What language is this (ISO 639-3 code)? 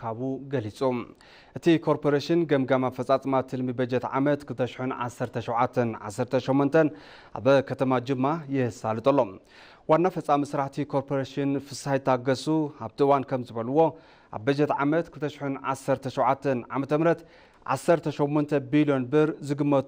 tir